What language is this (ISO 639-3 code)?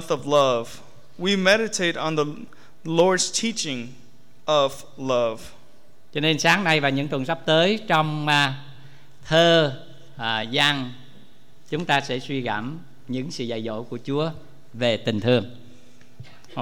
vie